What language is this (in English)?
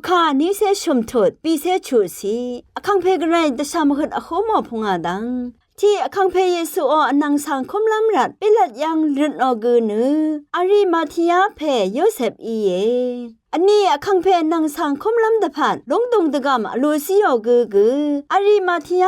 Rawang